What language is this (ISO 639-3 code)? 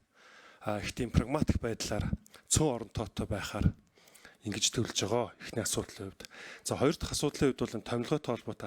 mon